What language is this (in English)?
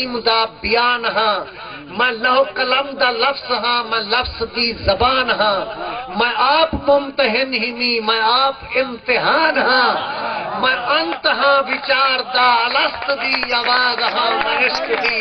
Saraiki